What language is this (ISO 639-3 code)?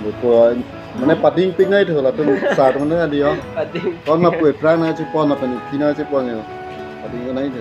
mjw